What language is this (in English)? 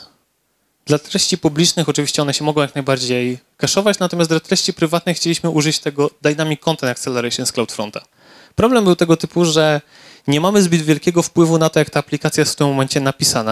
Polish